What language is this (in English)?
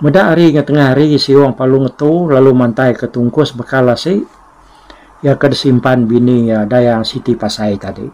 Iban